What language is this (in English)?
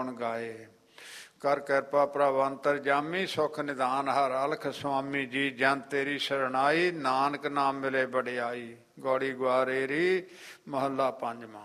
Punjabi